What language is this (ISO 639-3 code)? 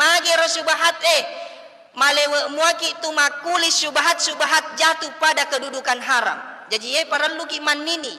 bug